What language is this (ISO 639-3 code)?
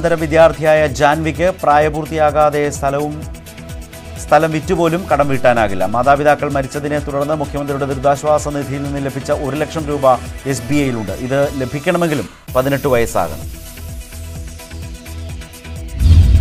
mal